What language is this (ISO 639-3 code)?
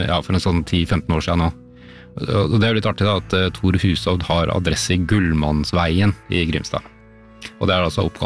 nor